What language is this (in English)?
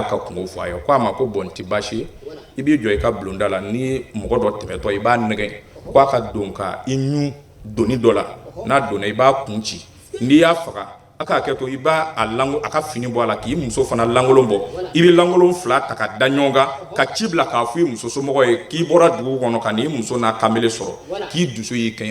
Bambara